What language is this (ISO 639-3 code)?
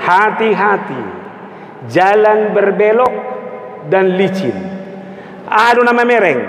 bbc